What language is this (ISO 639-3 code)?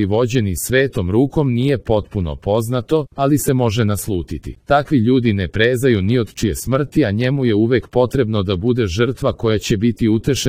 srp